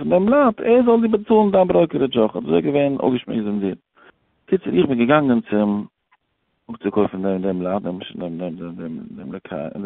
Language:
Yiddish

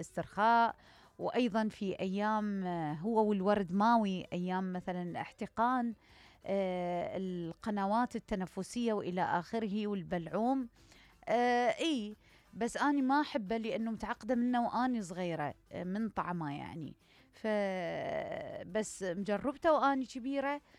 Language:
Mesopotamian Arabic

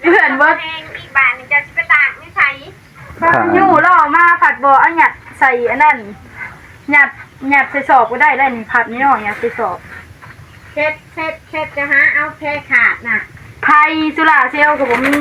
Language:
Northeastern Thai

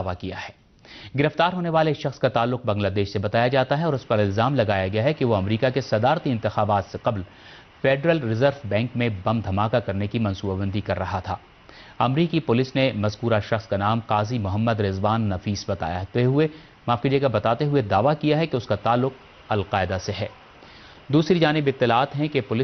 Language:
Urdu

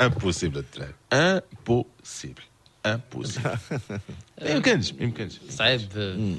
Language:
Moroccan Arabic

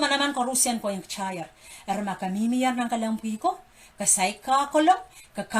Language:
Pohnpeian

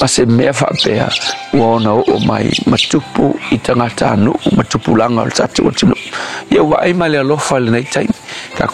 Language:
Samoan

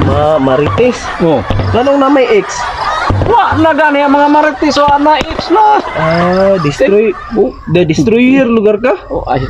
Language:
Cebuano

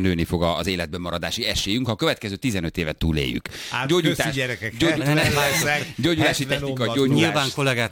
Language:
Hungarian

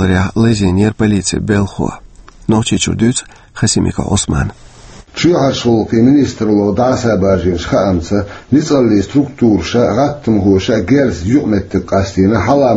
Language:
Chechen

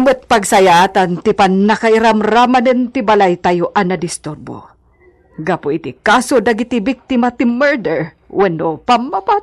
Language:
Iloko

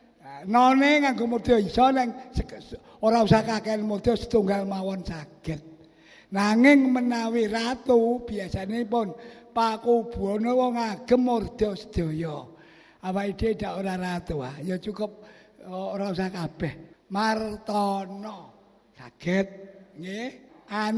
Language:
Javanese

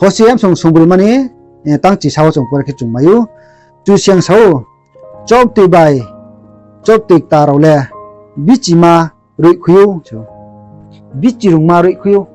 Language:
Riang (India)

